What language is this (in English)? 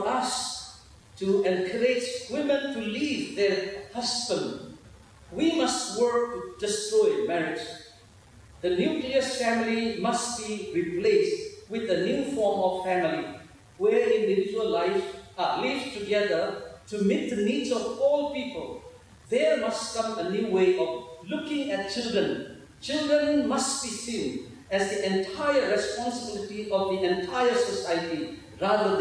Tangkhul Naga (India)